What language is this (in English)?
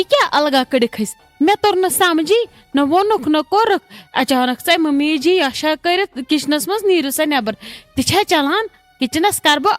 Kashmiri